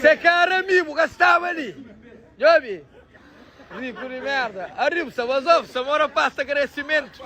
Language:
Kabuverdianu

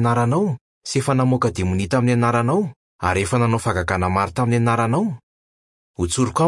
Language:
Malagasy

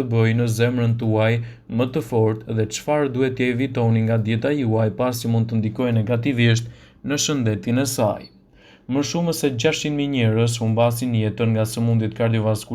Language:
Albanian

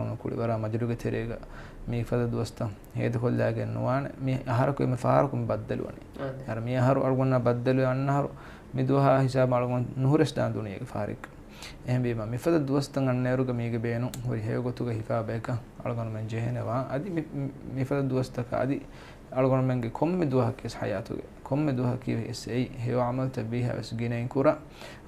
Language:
Divehi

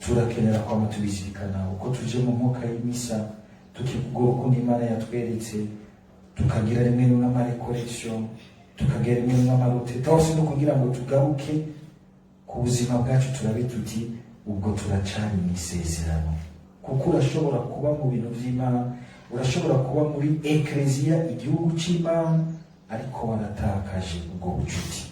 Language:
Rundi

